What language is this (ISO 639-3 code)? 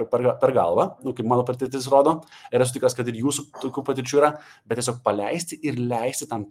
lit